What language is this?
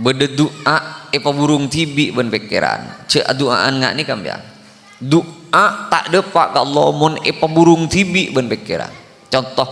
Madurese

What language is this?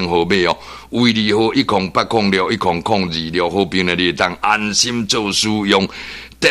Min Nan Chinese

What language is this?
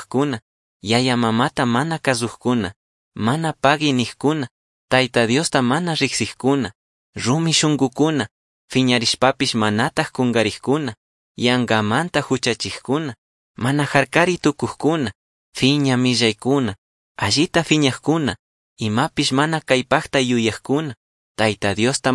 Chimborazo Highland Quichua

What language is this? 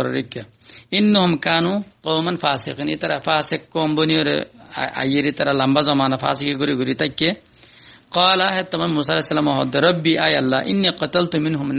Rohingya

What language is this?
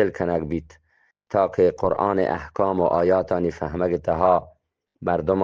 Eastern Balochi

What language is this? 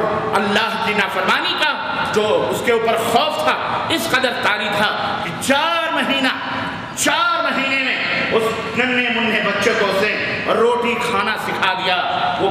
Urdu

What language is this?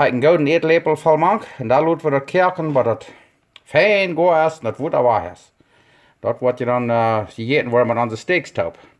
Plautdietsch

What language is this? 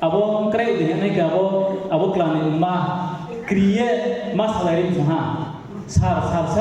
Riang (India)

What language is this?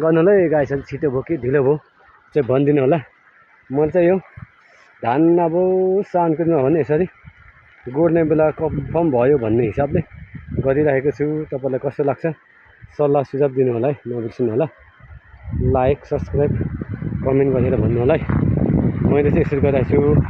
Nepali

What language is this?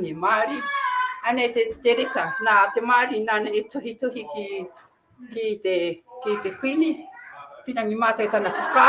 Māori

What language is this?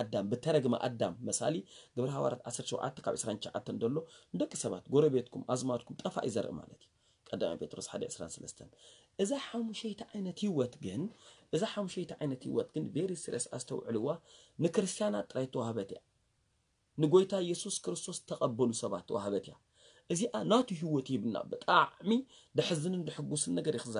Tigrinya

